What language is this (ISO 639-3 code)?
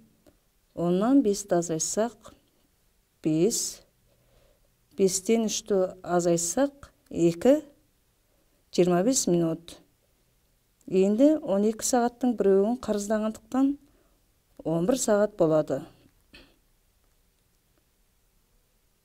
kaz